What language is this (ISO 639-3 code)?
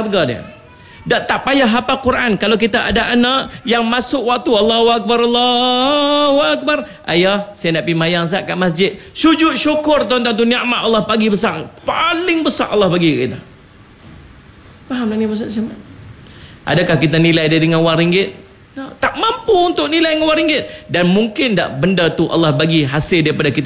msa